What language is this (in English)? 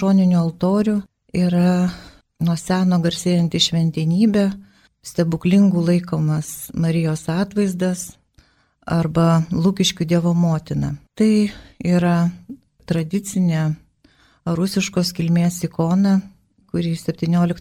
Lithuanian